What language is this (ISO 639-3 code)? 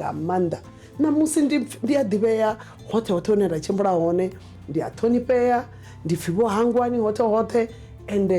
ven